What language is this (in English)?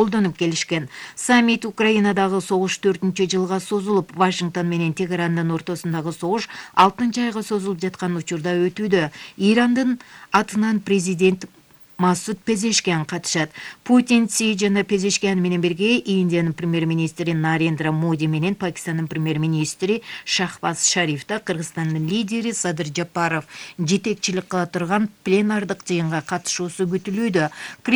Kyrgyz